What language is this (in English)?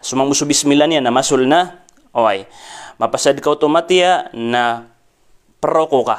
Maranao